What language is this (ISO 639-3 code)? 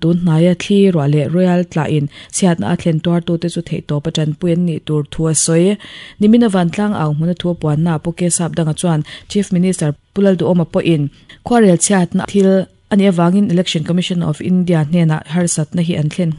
lus